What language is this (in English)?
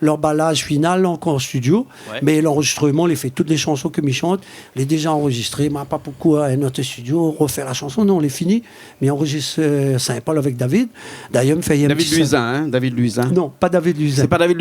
Réunion Creole French